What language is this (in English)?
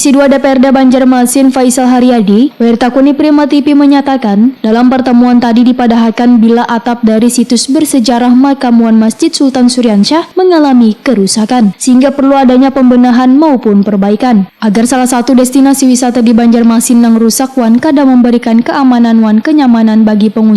Banjar